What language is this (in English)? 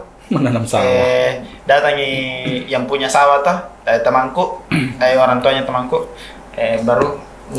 Makassar Malay